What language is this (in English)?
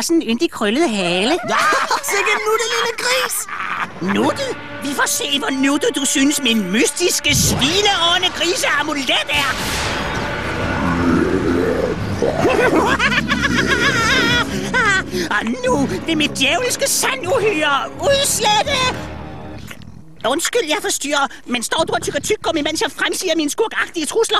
Danish